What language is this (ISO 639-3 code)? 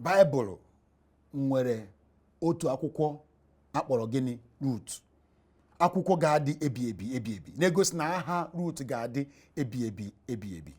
ibo